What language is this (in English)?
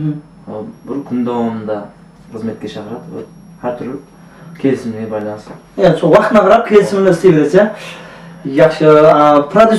Kara-Kalpak